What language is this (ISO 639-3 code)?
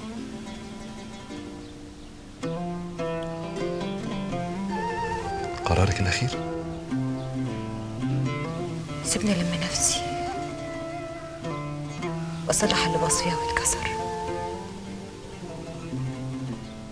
arz